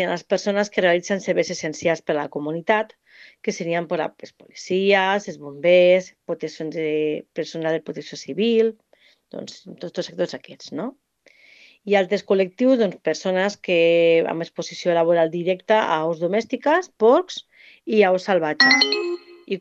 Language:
Catalan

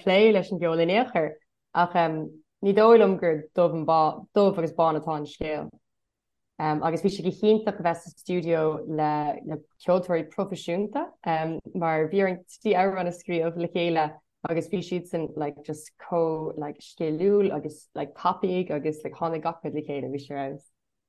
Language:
Irish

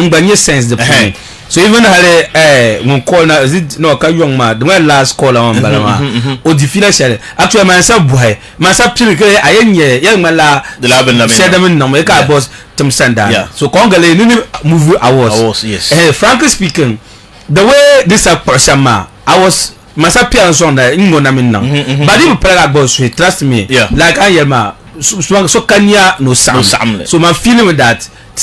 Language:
Dagbani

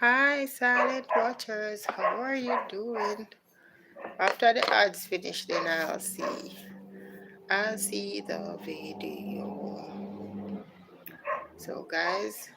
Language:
Jamaican Creole English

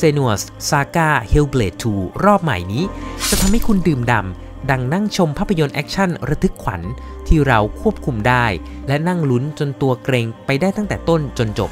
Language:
Thai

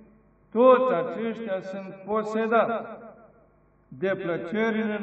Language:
Romanian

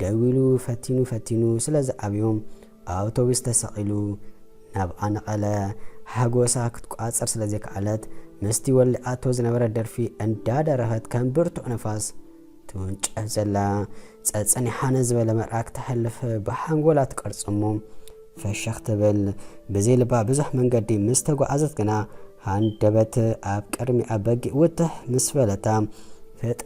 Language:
Tigrinya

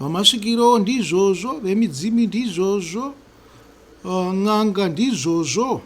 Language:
Shona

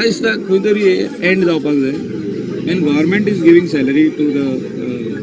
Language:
Konkani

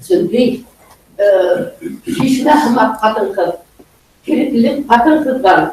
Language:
Bashkir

